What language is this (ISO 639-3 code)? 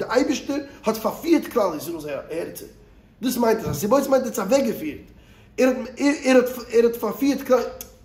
yid